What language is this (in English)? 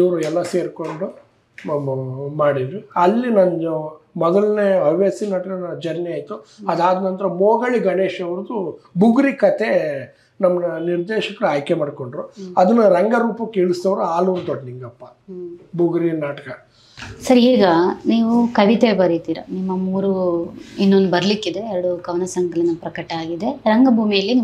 Kannada